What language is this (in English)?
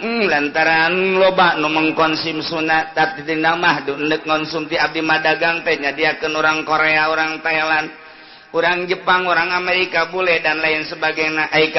Sundanese